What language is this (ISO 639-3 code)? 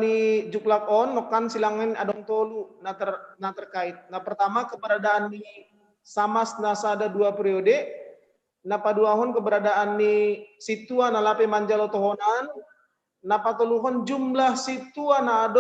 bts